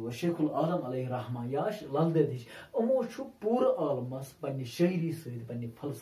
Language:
Kashmiri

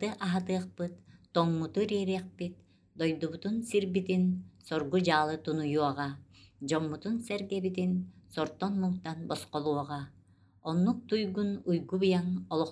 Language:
Yakut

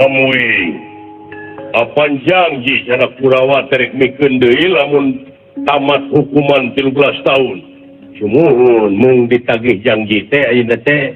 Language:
Sundanese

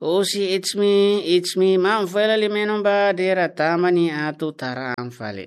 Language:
Tetum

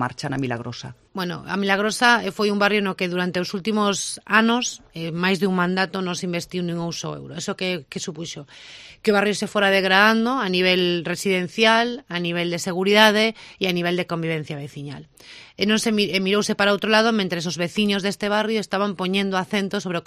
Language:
Galician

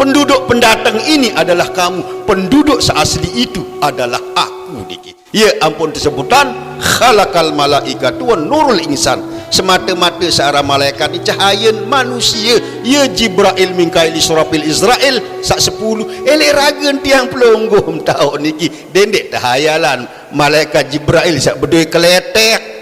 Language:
Sasak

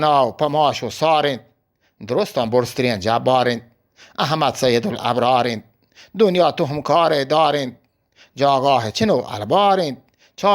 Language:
Eastern Balochi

